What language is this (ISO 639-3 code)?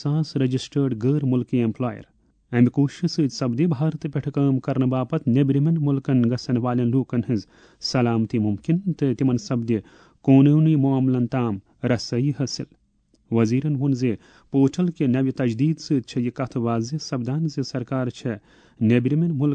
kas